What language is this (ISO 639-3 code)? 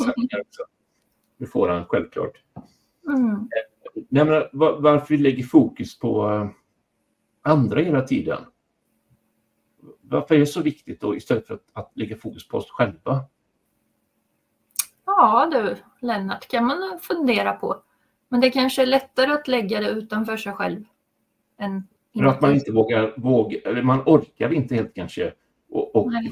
swe